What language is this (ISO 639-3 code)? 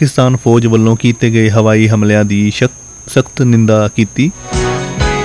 pan